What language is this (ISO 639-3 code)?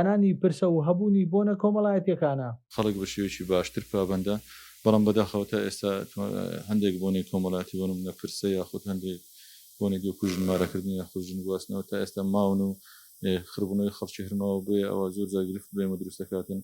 ckb